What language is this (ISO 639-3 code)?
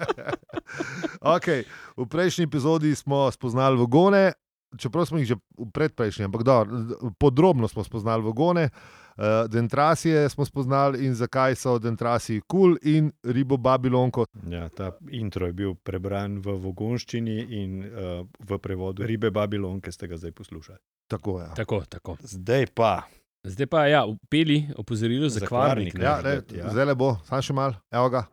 slv